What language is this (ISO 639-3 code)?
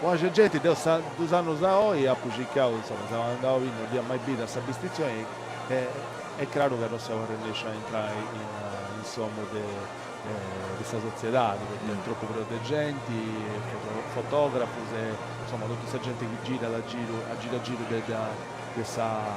srd